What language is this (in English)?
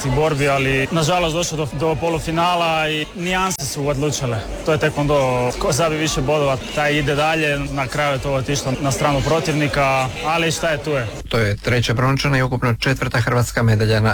Croatian